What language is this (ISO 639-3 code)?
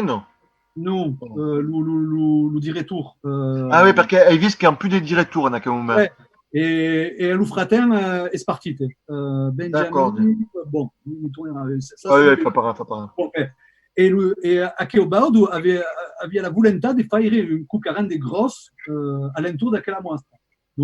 oci